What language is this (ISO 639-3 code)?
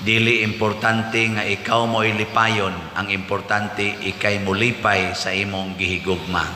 ceb